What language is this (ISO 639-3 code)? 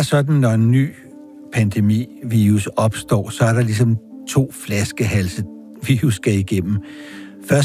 dan